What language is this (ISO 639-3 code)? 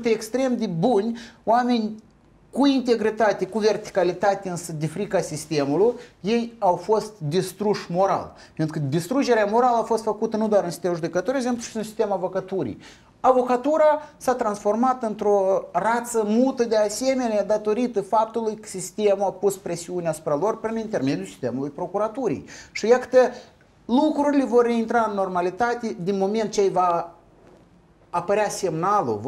ron